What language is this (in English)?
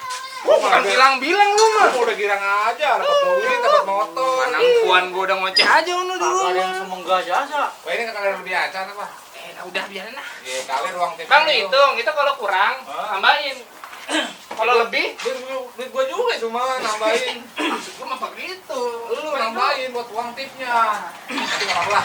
Betawi